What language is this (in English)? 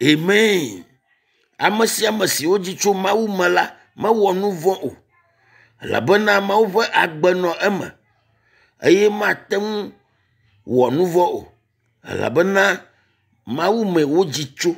Ewe